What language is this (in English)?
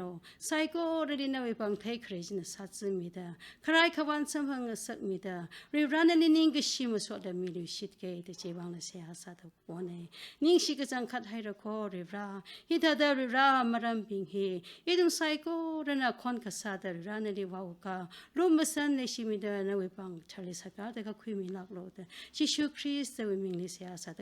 Tangkhul Naga (India)